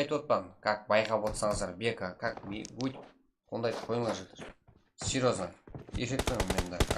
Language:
Kara-Kalpak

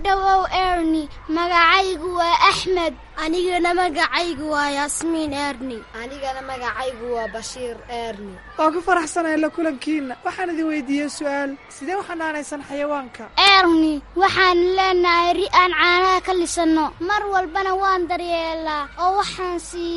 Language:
Somali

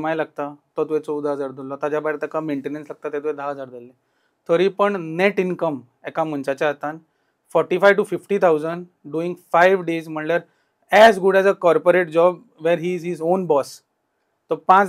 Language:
Konkani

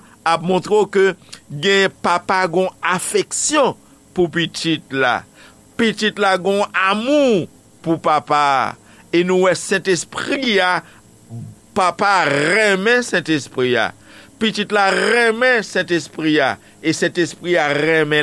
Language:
Haitian Creole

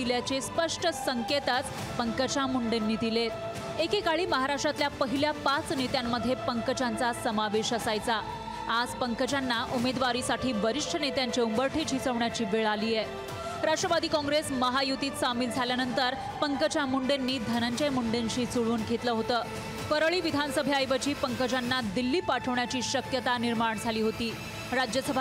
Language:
Marathi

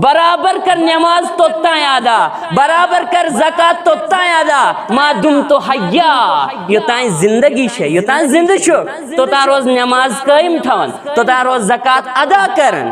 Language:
Kashmiri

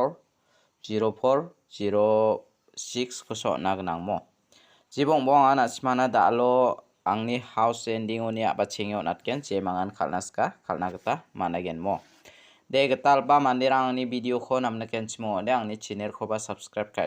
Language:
Garo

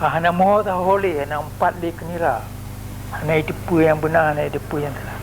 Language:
Achinese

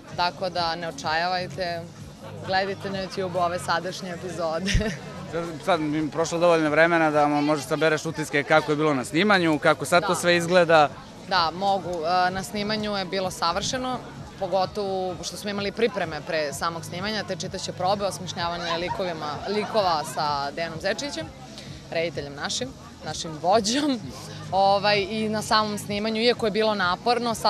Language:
Serbian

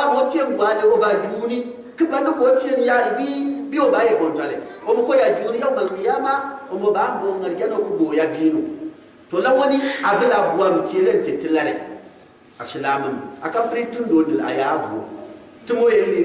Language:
Gourmanchéma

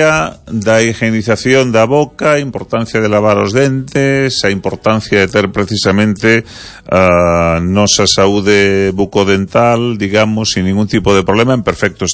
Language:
Galician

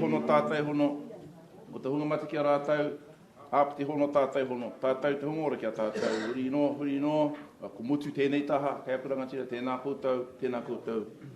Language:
Māori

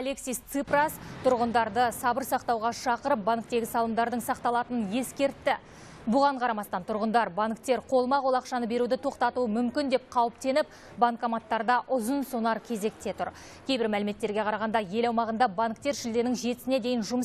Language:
Kazakh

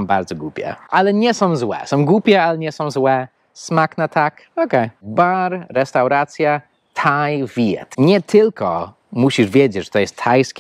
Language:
Polish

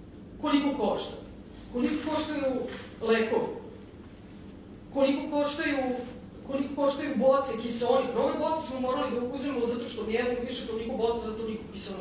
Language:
Serbian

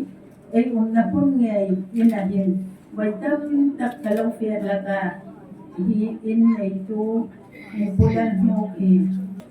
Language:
Hmar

